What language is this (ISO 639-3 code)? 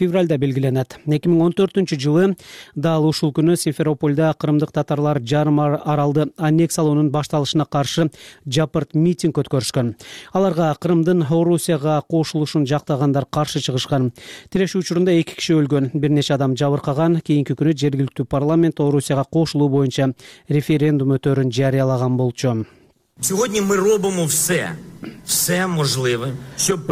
kir